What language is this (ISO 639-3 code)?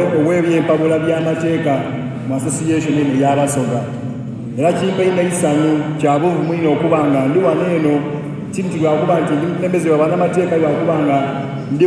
xog